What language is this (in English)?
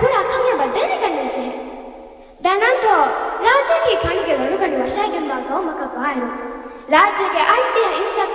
Divehi